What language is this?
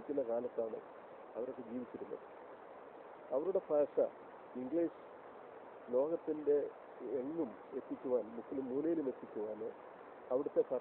Malayalam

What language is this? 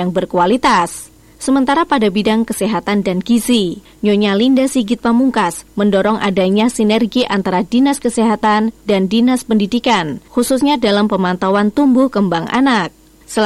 Indonesian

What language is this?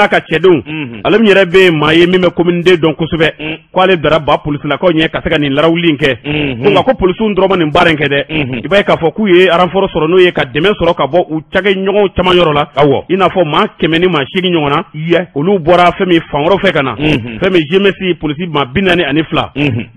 Bambara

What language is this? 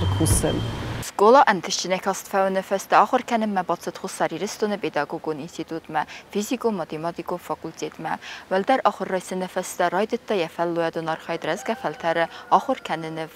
Ossetic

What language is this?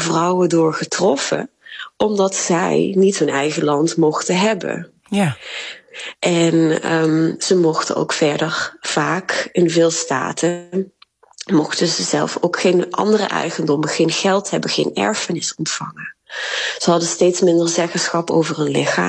Dutch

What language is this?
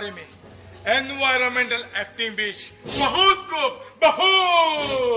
Konkani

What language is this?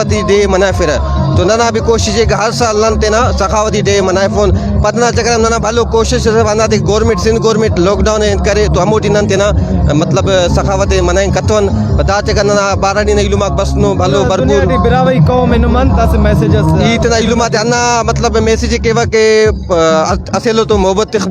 Brahui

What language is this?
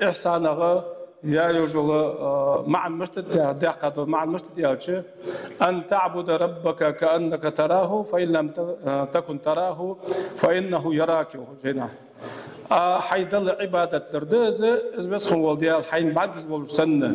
Ingush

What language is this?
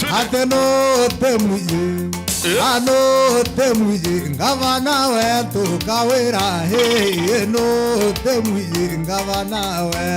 Meru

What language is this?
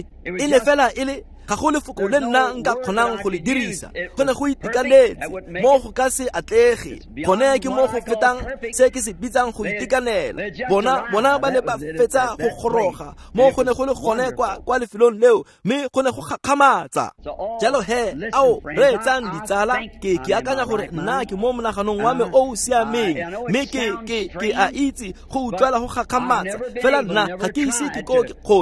Tswana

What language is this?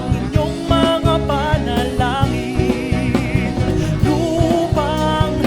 Bikol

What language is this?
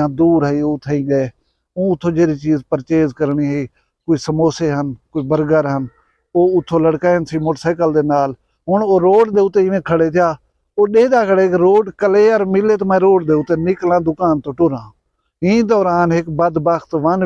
Saraiki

